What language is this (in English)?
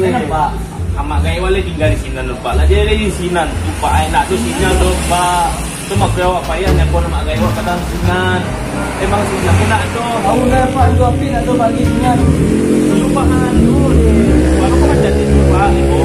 Minangkabau